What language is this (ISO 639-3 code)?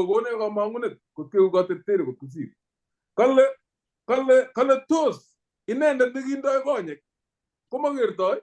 kln